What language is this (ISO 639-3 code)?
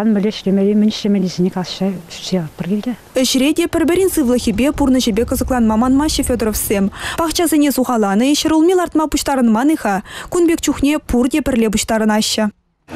chv